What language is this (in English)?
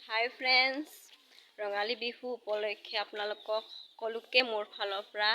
Assamese